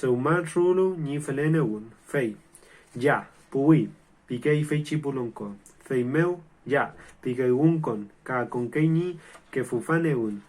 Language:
Mapuche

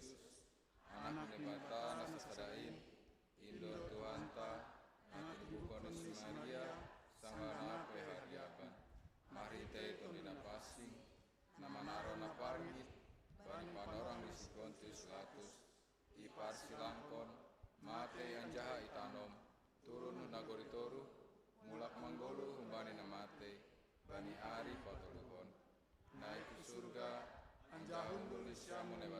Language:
Batak Simalungun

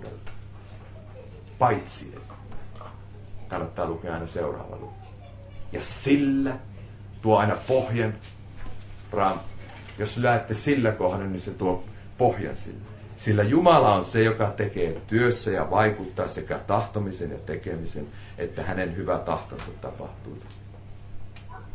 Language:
Finnish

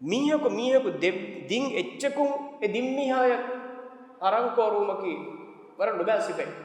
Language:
Divehi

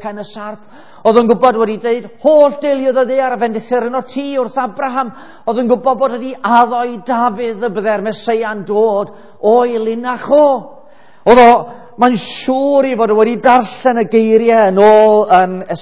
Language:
Welsh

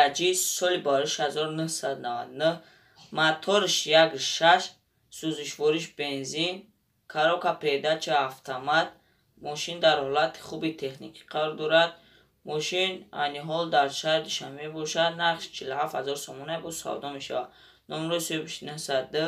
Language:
Tajik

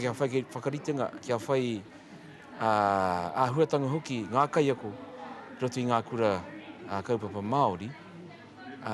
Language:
Māori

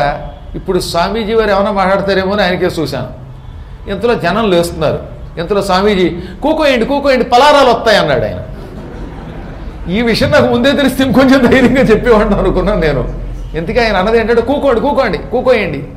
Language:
Telugu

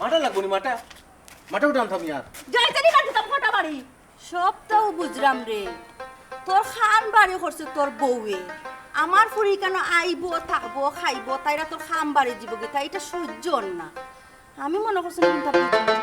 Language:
Sylheti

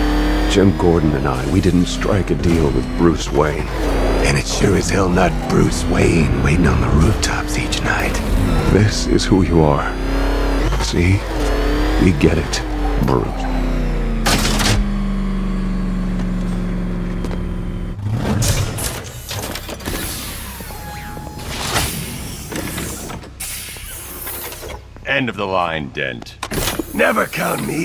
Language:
English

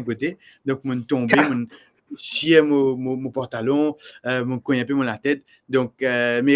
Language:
Morisyen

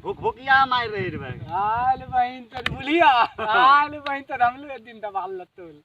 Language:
Maithili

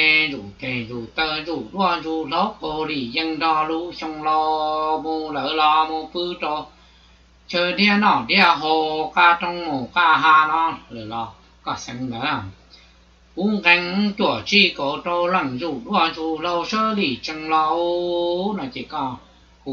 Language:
Hmong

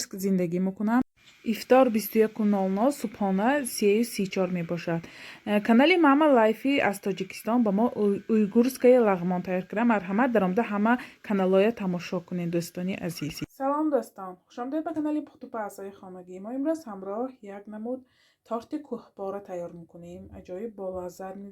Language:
Tajik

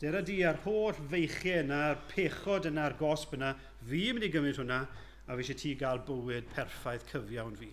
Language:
Welsh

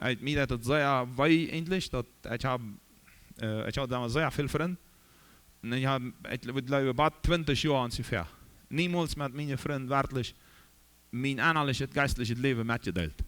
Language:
Plautdietsch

